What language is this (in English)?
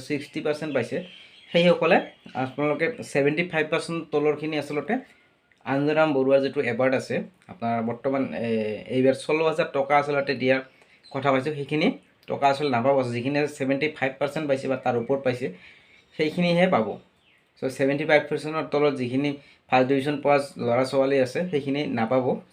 Assamese